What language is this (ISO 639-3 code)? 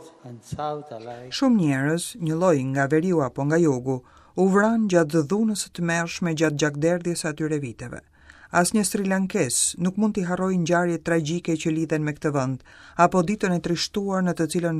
sqi